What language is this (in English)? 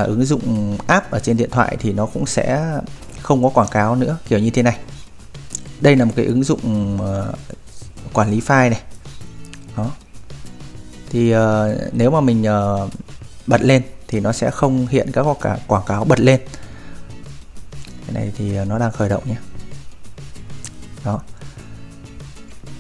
Vietnamese